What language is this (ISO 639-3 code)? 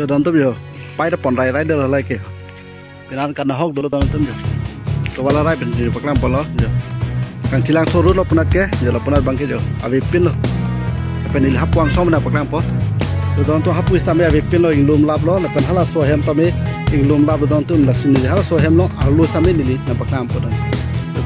mjw